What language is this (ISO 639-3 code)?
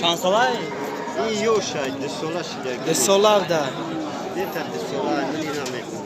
tgk